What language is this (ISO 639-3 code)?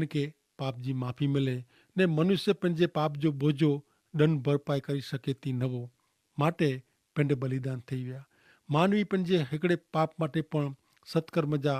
kfr